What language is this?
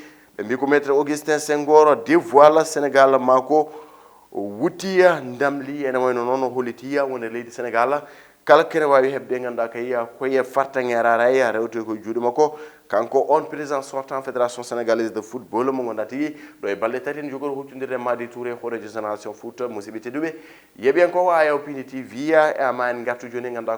Fula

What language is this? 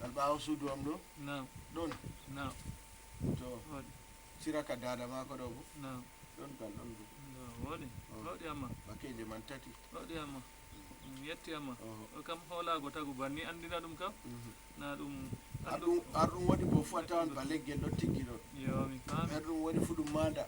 Fula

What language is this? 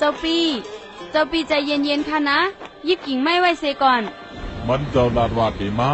Shan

